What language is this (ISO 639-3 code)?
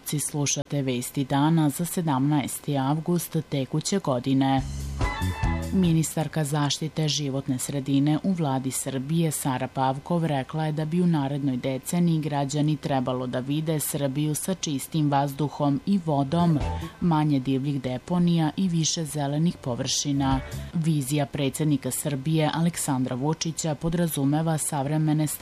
srp